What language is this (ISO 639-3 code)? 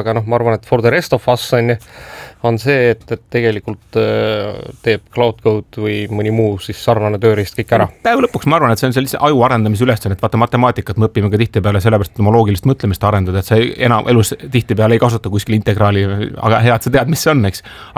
est